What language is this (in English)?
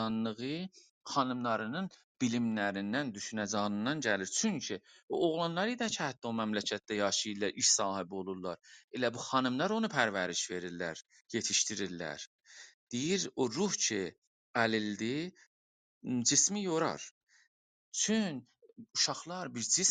South Azerbaijani